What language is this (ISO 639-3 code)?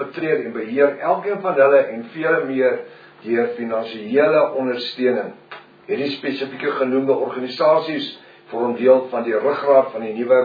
afr